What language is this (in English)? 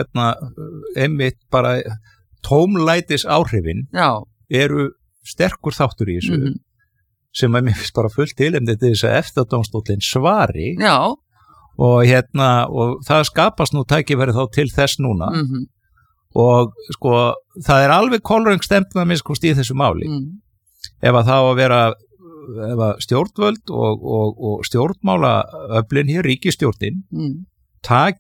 Icelandic